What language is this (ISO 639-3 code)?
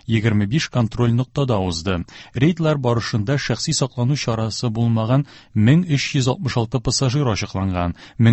tat